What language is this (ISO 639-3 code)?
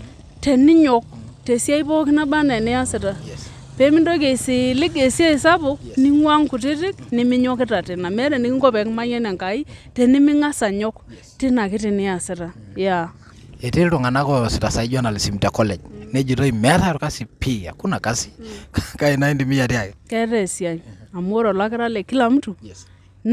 mas